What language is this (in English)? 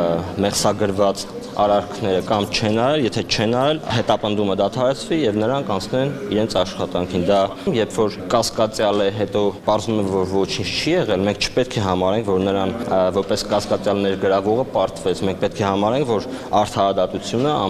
Armenian